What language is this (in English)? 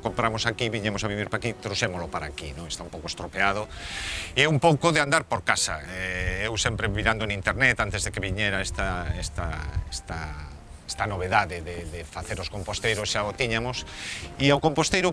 Galician